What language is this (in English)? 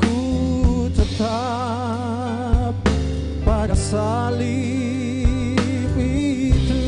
Ambonese Malay